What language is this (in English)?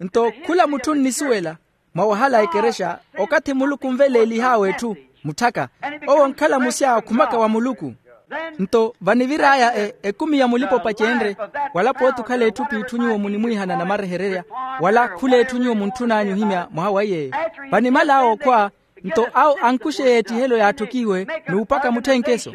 Makhuwa